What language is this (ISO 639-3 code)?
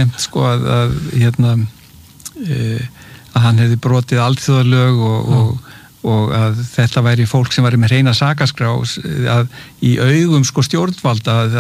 isl